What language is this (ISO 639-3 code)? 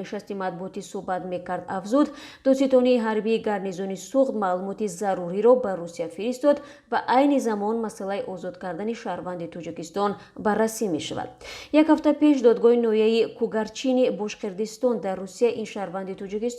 tgk